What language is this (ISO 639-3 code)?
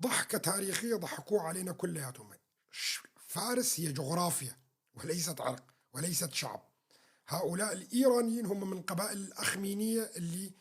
apc